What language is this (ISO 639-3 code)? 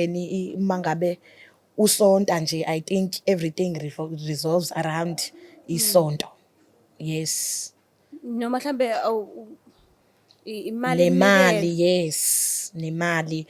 zul